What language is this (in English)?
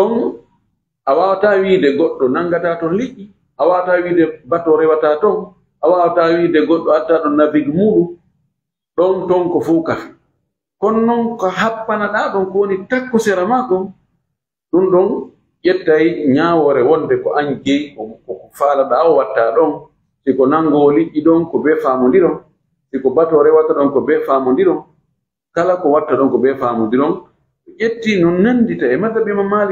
Fula